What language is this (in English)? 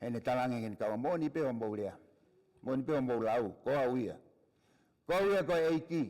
Tongan